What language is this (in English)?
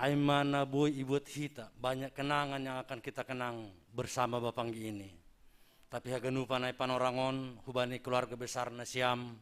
Batak Simalungun